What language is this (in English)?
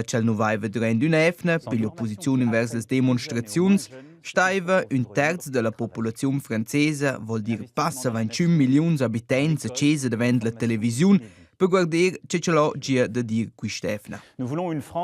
Romansh